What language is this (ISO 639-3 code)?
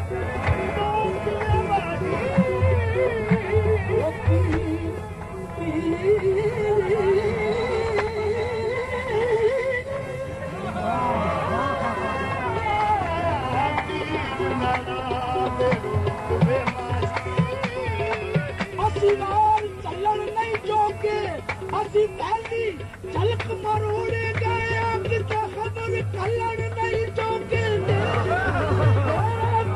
pan